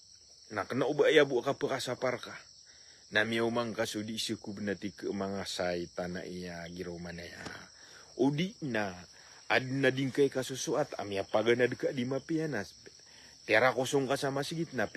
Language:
Maranao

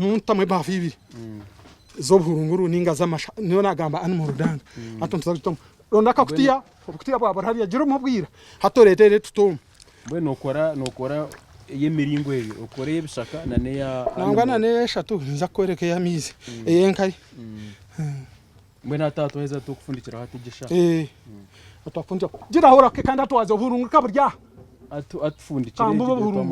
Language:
Nyankole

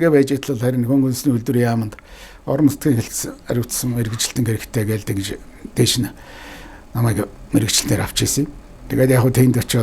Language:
Mongolian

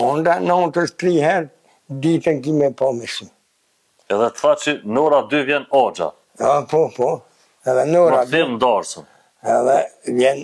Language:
Albanian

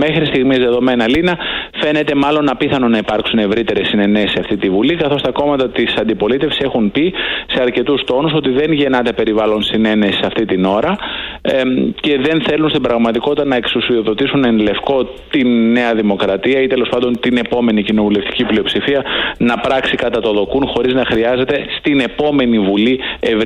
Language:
Greek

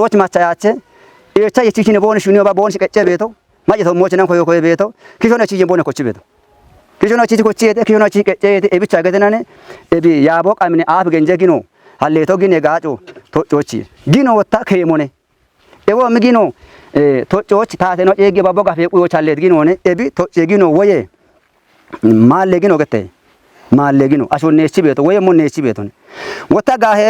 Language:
Kafa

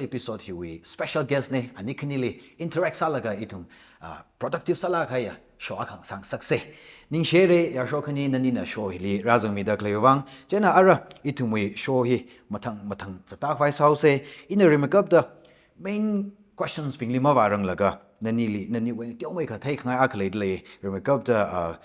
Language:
Tangkhul Naga (India)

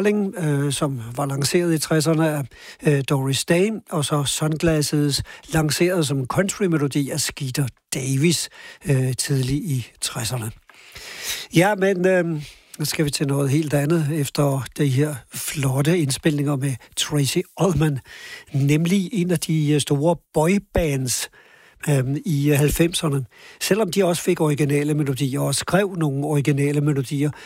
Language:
Danish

